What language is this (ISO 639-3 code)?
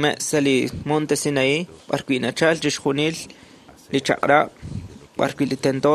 kek